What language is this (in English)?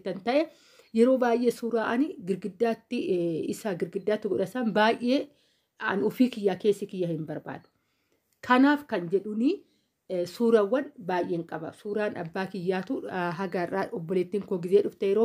Oromo